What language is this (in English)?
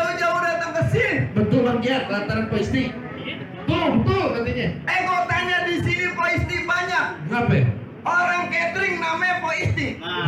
Betawi